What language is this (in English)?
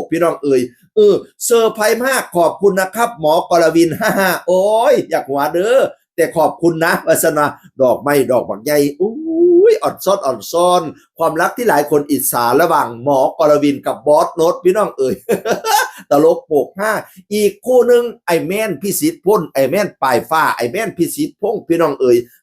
Northeastern Thai